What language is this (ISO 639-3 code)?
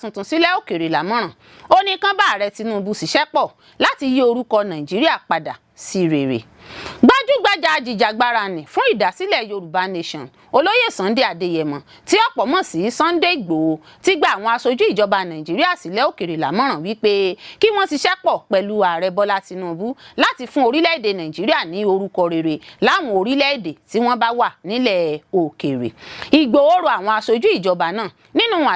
yor